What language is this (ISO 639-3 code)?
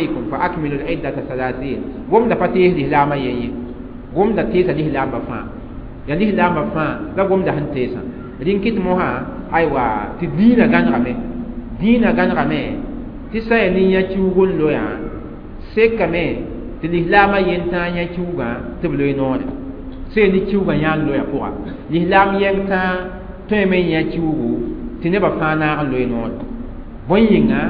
mos